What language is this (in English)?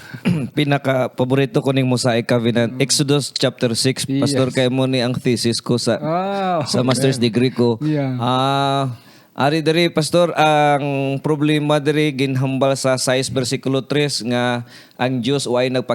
Hiligaynon